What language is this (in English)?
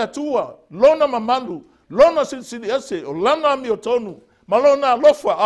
Samoan